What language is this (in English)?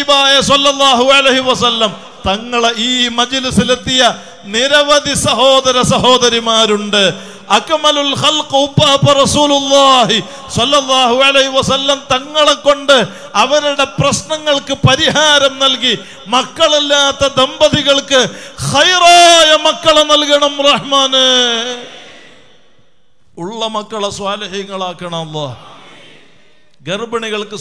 Malayalam